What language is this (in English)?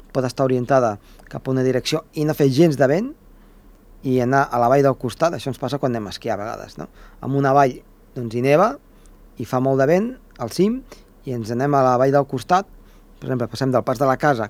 Catalan